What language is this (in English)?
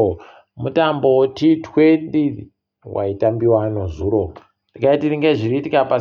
Ndau